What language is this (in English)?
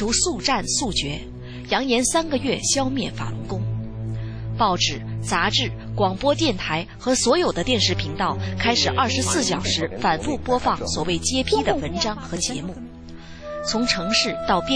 Chinese